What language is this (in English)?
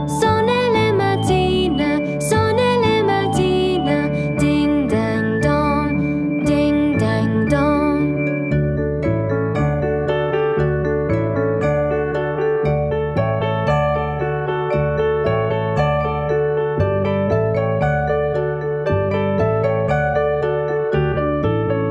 French